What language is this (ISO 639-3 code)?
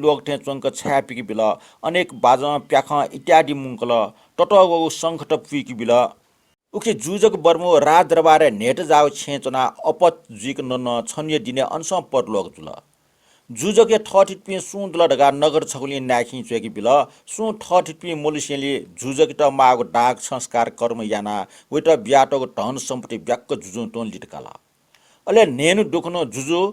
new